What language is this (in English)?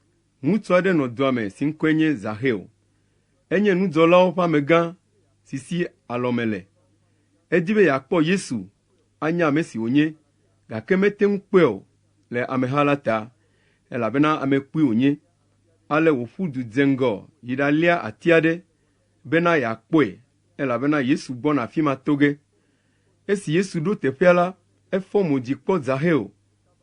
Ewe